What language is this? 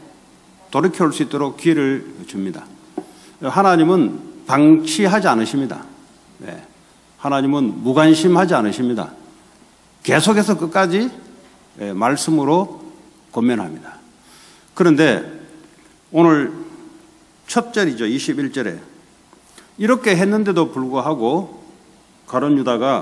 Korean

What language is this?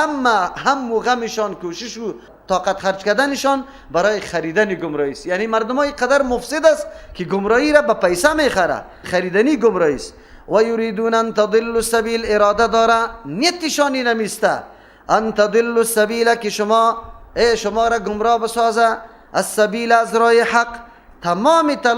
Persian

